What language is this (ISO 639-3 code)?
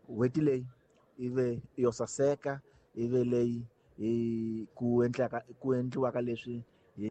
tso